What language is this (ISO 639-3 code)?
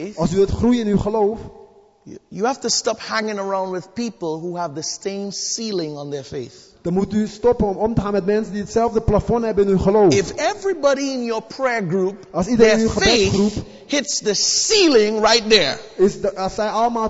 nld